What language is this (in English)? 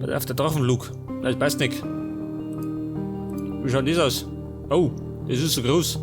Bavarian